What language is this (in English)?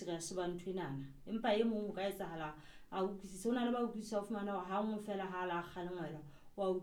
Southern Sotho